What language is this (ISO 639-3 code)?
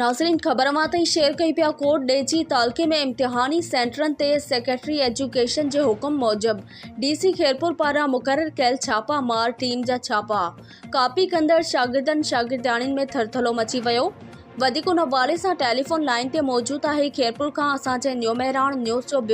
snd